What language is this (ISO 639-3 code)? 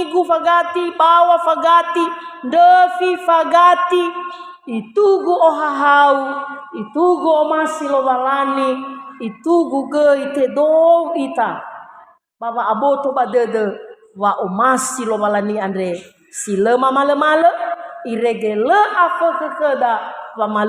nia